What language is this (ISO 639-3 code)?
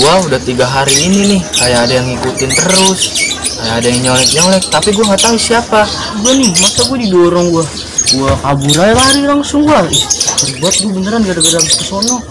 bew